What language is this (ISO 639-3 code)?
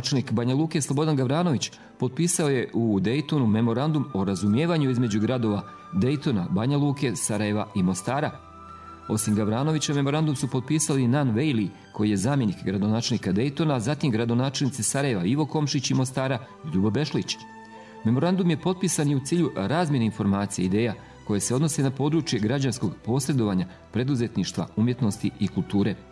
bos